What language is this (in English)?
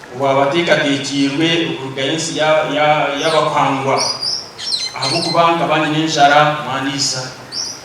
Nyankole